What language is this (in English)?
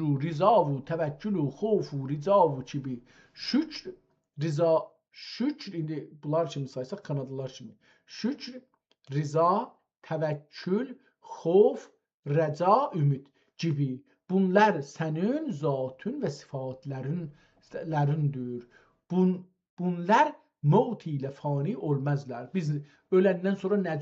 South Azerbaijani